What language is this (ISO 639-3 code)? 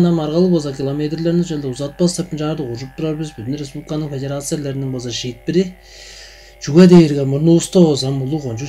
tyv